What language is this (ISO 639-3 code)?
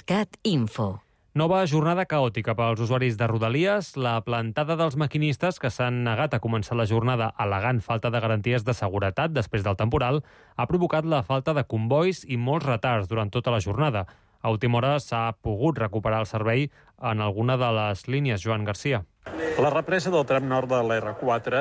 cat